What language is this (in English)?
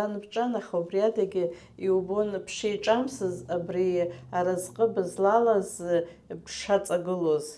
Abkhazian